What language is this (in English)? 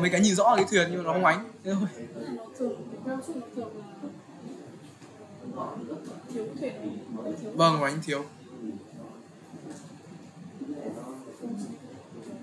Vietnamese